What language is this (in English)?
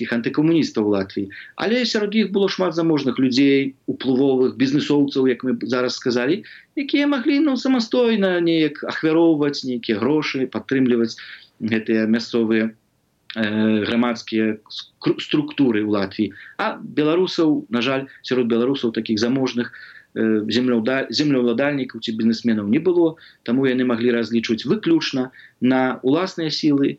Belarusian